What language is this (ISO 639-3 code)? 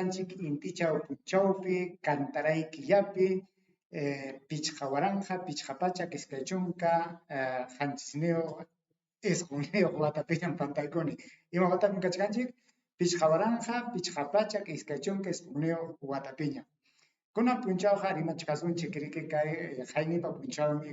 quy